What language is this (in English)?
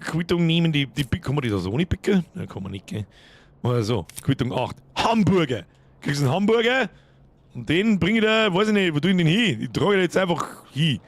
Bavarian